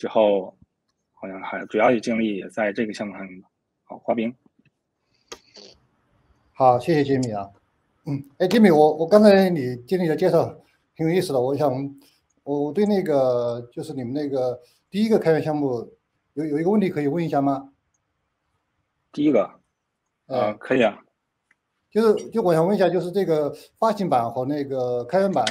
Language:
Chinese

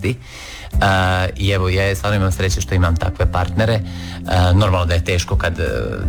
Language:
Croatian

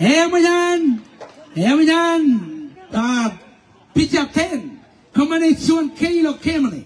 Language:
Marshallese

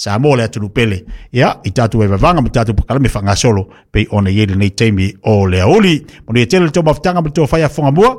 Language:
Samoan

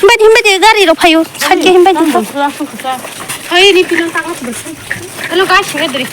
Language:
Kok Borok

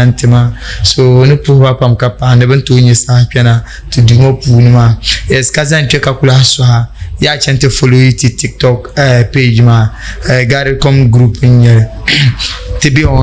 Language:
Dagbani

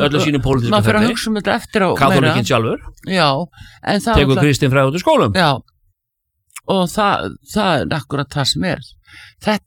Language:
Icelandic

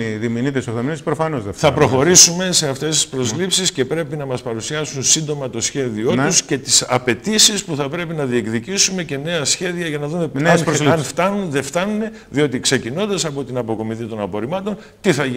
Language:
Greek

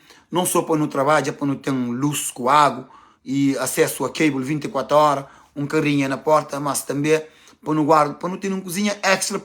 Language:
Kabuverdianu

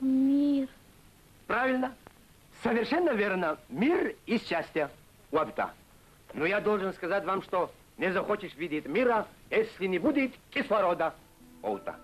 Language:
Abkhazian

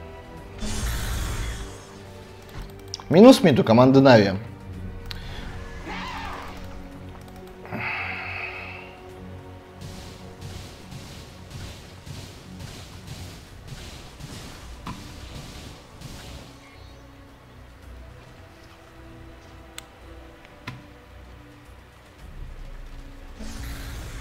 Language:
Russian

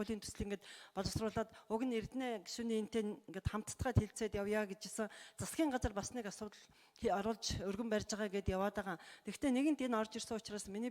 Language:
Mongolian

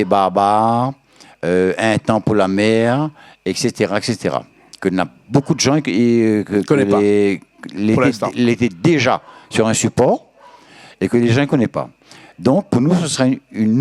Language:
Réunion Creole French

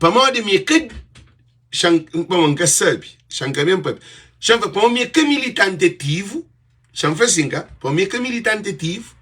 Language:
Kabuverdianu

